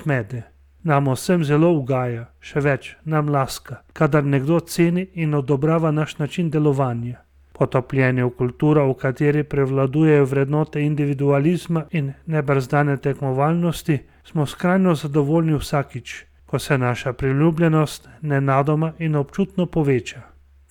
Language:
Slovenian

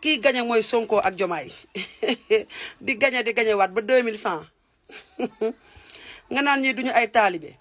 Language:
Wolof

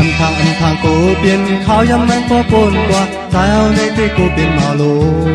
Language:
Shan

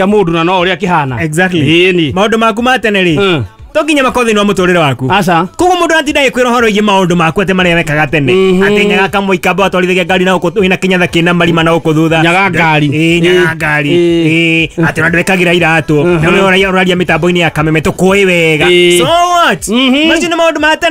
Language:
Kikuyu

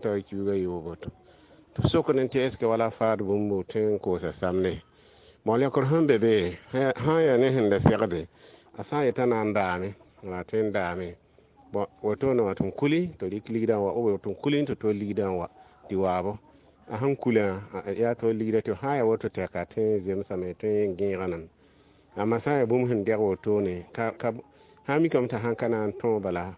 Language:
Mossi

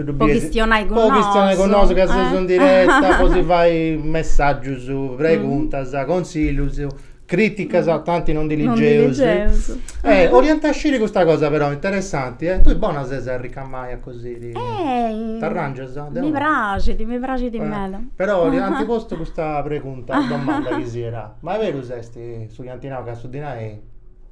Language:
Sardinian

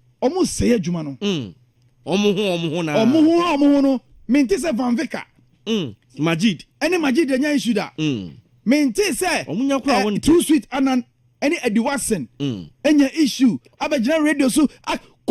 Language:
Akan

